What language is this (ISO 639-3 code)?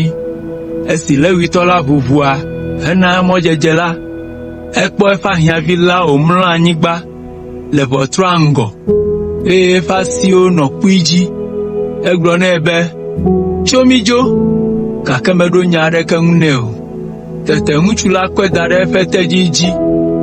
ewe